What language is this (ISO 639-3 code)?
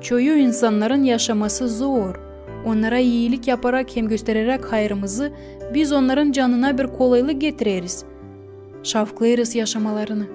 gag